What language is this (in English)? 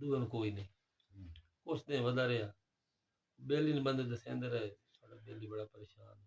Saraiki